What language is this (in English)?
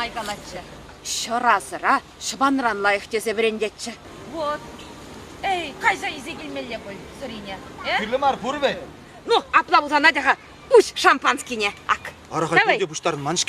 Chuvash